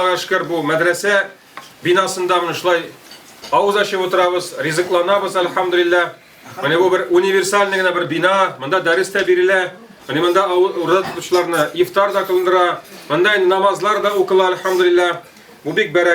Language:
Tatar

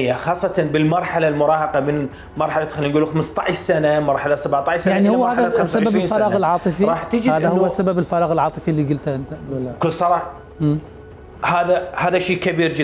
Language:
Mesopotamian Arabic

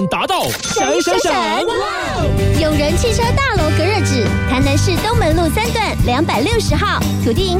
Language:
Chinese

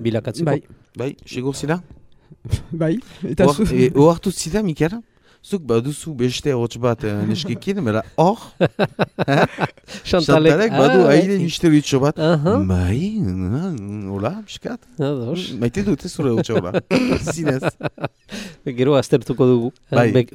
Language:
Basque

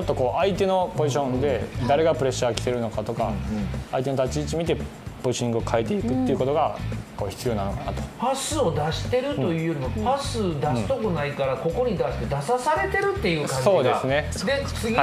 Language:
Japanese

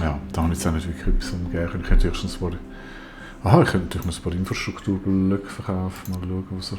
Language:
Swiss German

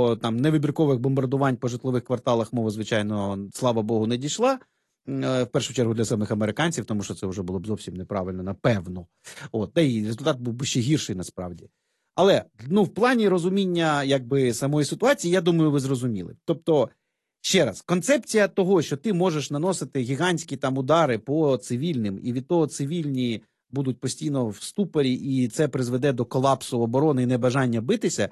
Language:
Ukrainian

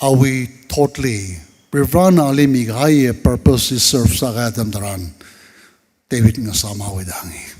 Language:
Tangkhul Naga (India)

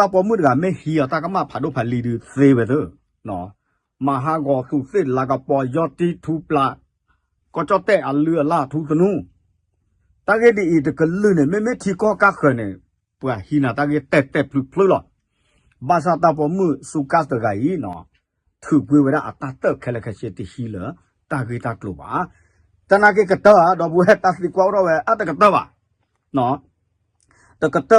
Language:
S'gaw Karen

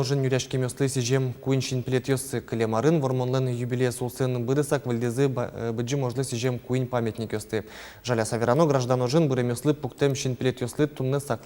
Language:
Udmurt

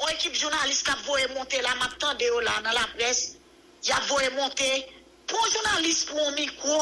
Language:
Haitian Creole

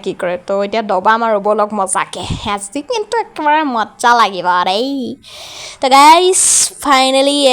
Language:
Assamese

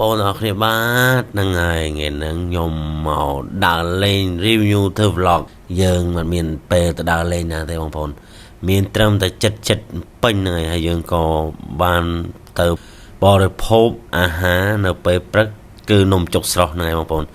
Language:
Khmer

